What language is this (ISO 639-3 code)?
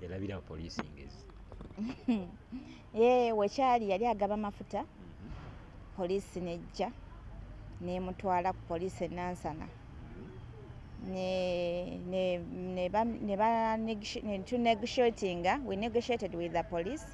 lug